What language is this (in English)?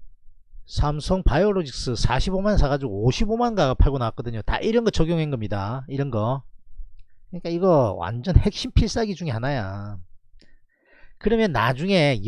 Korean